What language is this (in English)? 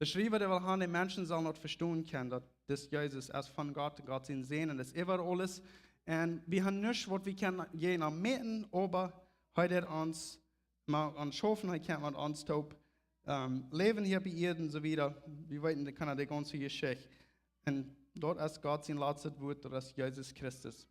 Plautdietsch